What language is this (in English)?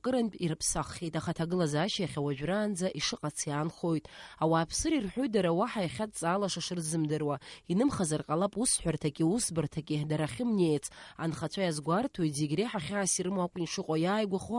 Abkhazian